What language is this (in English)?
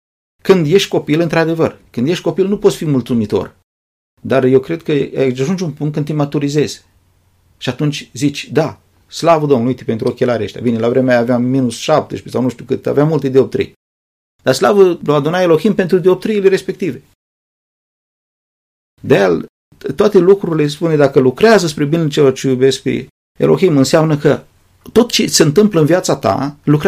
Romanian